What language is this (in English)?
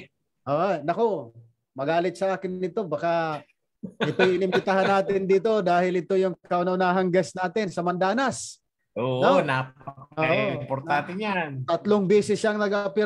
Filipino